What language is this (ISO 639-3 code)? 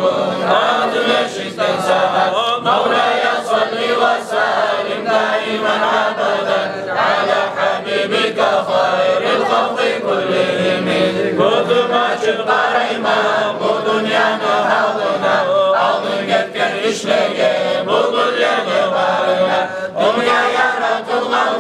kum